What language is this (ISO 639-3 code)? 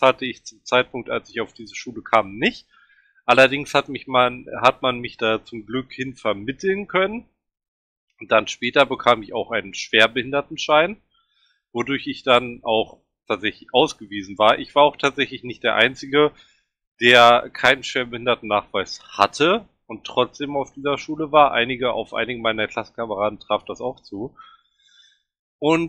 deu